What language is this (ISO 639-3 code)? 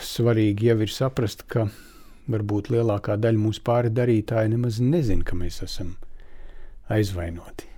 lav